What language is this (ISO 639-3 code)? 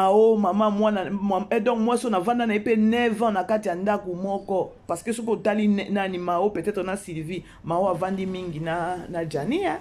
lin